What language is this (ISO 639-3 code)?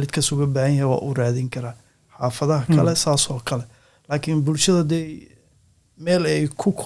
som